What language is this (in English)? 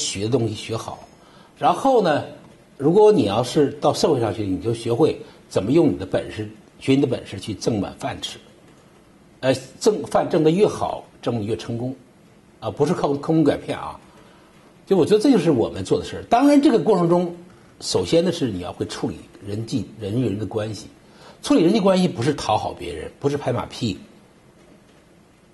Chinese